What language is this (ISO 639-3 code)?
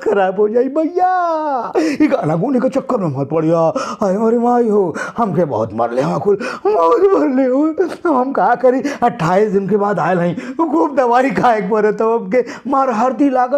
bho